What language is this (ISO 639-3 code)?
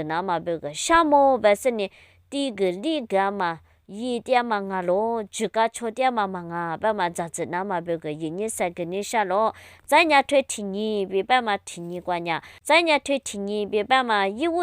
lis